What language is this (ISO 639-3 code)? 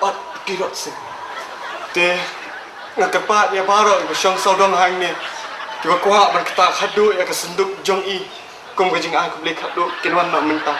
kha